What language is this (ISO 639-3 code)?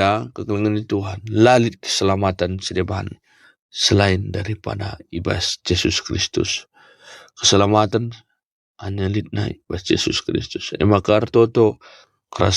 btx